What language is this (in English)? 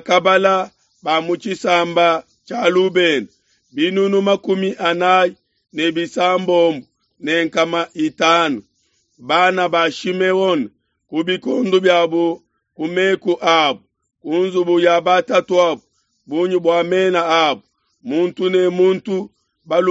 Luba-Lulua